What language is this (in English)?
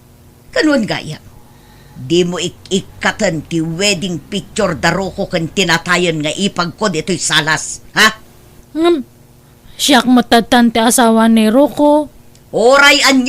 Iloko